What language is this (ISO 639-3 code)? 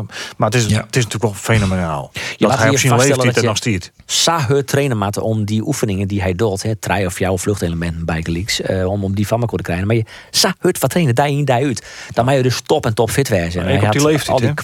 fry